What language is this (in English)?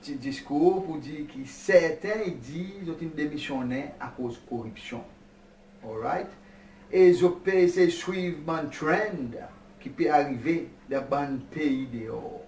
Seselwa Creole French